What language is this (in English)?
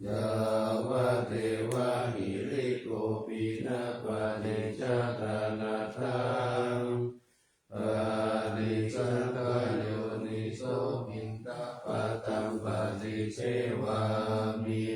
Pali